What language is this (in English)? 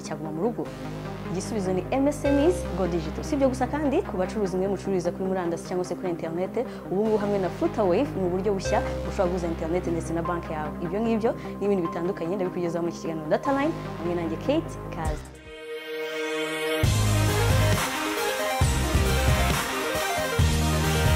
Kinyarwanda